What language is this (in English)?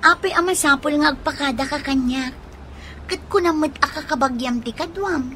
Iloko